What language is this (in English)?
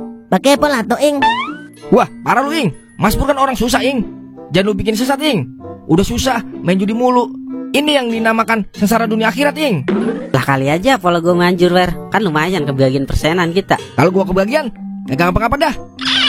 Betawi